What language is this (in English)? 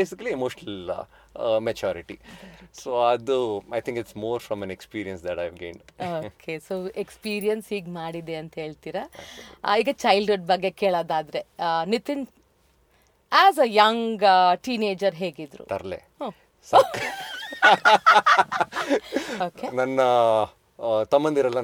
Kannada